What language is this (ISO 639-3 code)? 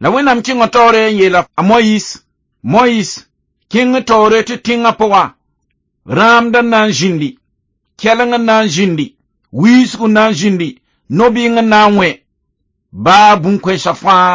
mos